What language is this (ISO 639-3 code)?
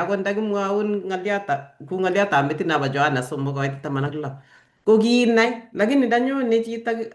kln